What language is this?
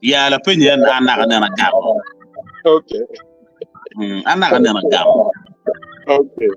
Acoli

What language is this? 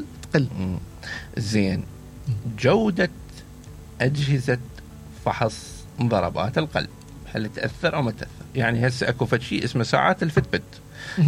Mesopotamian Arabic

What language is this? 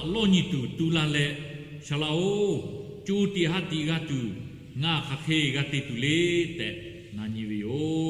Lahu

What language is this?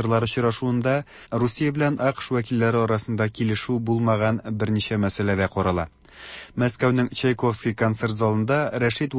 Tatar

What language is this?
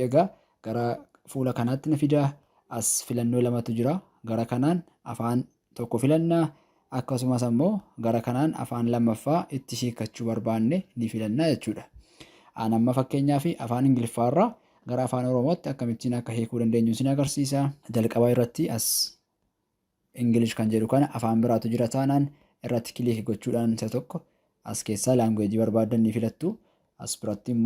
Oromo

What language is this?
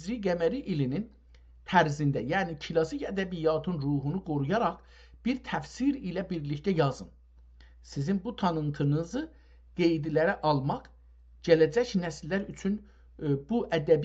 South Azerbaijani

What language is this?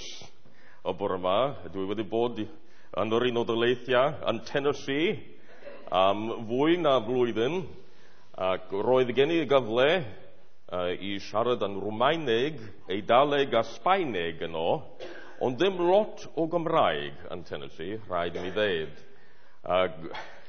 Welsh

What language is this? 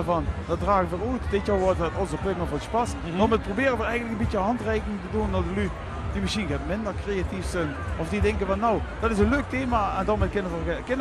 Limburgish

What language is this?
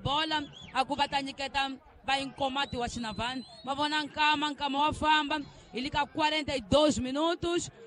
Tsonga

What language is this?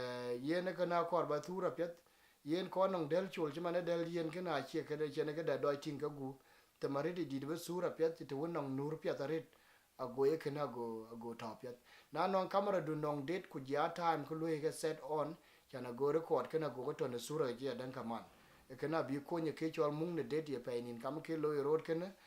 Dinka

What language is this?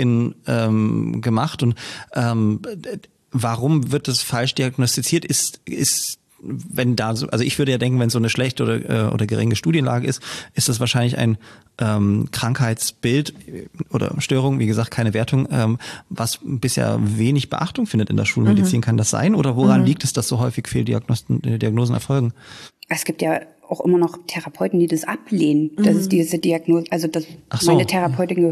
German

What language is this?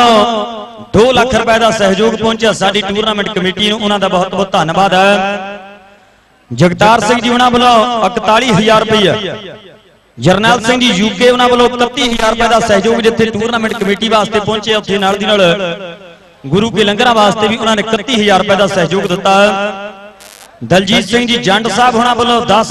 Punjabi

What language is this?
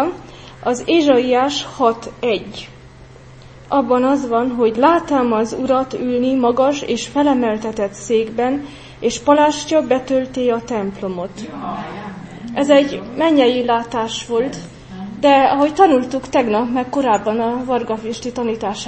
Hungarian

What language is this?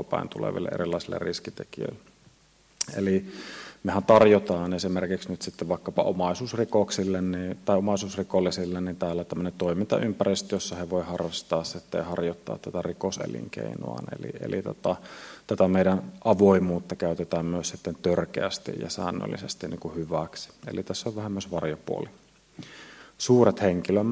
Finnish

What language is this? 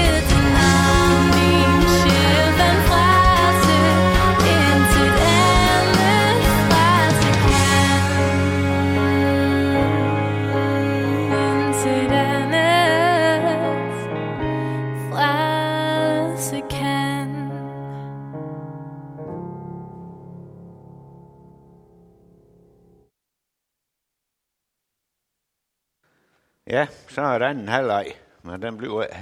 Danish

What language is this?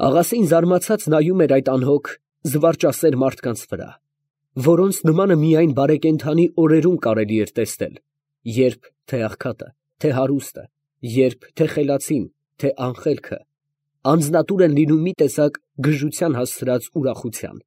Armenian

